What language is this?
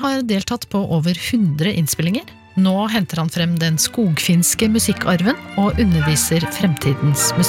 Norwegian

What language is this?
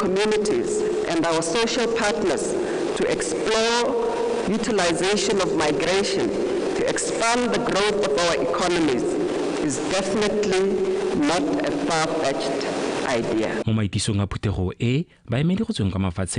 Tswana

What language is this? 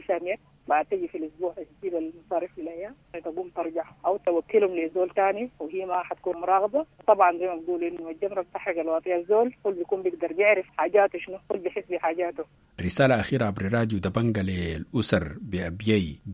Sudanese Arabic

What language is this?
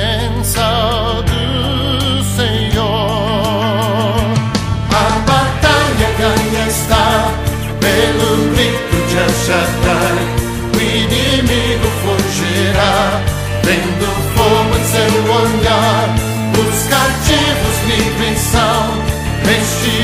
Portuguese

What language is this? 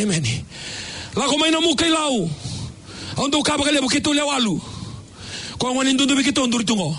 Fijian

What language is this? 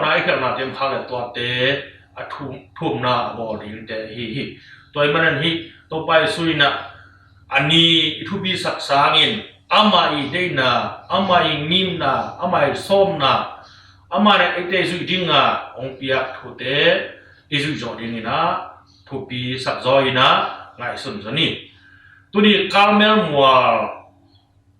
Tedim Chin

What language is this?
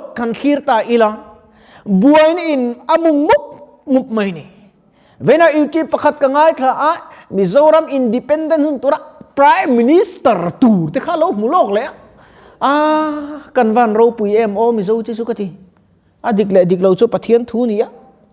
Mizo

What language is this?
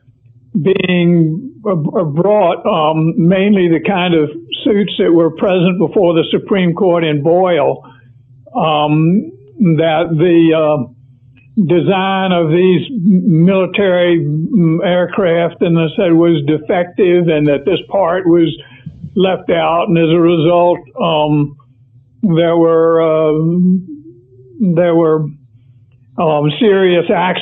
English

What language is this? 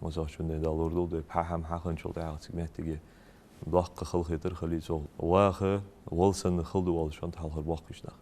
Ingush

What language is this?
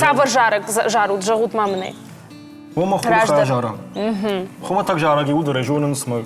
Ossetic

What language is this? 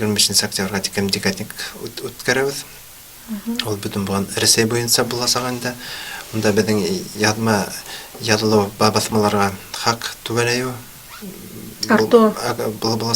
Bashkir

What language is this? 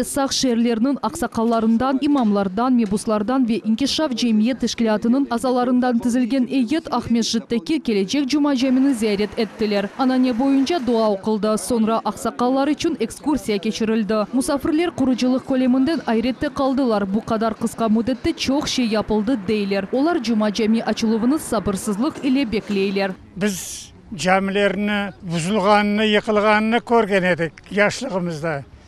Crimean Tatar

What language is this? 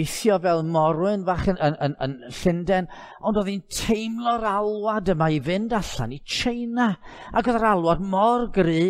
Welsh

